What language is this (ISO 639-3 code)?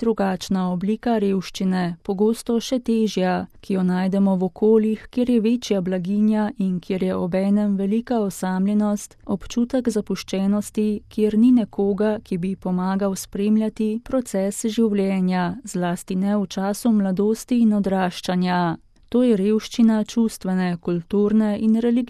slv